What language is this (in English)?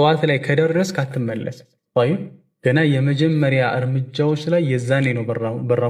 Amharic